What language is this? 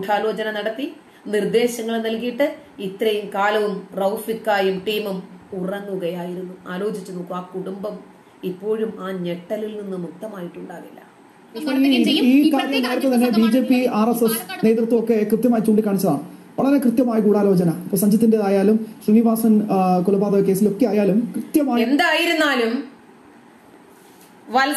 Malayalam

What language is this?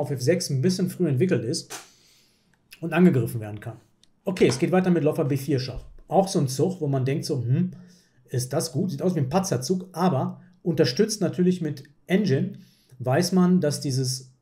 German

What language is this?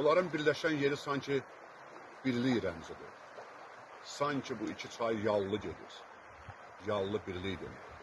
Azerbaijani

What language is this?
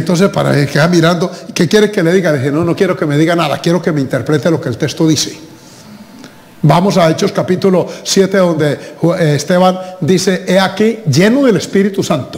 Spanish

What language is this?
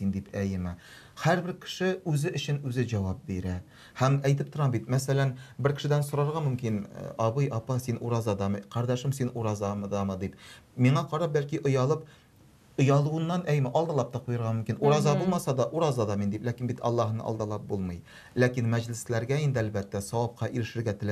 Tatar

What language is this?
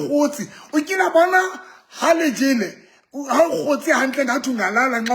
Southern Sotho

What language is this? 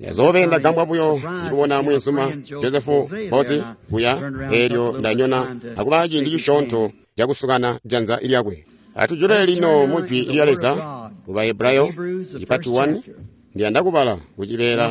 Tonga (Zambia)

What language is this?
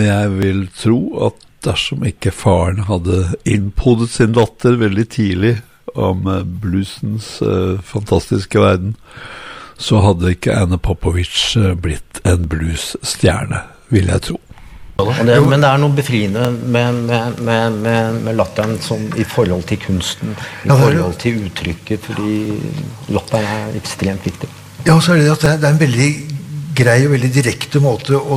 Norwegian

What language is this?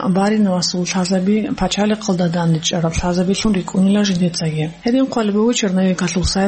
Avaric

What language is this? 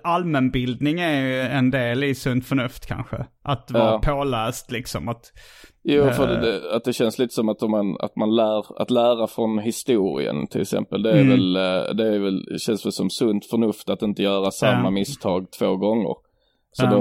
Swedish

